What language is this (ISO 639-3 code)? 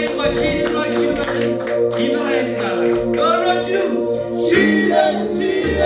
mah